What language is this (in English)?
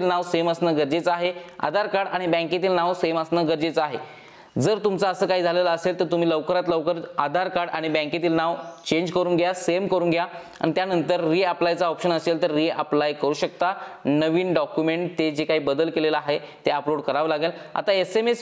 Marathi